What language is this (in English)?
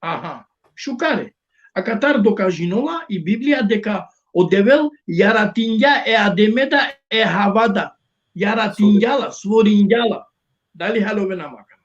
Balkan Romani